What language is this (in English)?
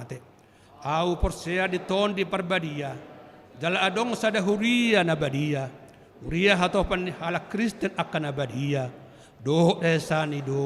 Batak Toba